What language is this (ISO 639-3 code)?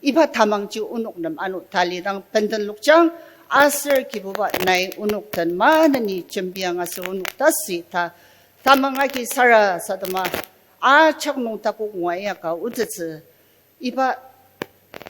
njo